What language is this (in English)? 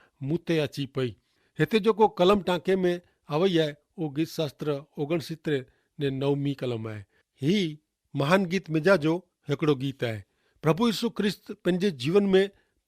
Kachhi